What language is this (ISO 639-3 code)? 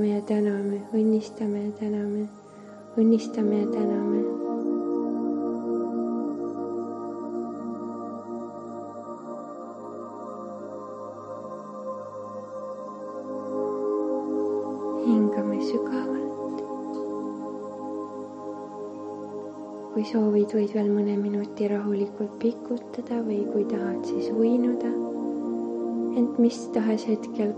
est